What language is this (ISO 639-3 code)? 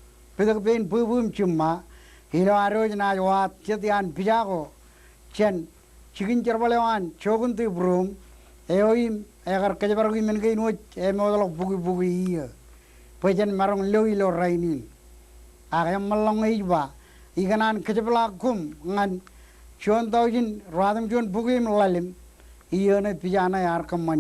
mah